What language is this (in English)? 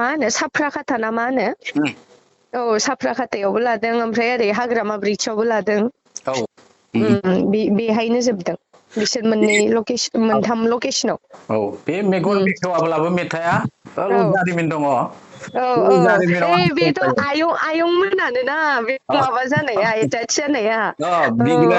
Bodo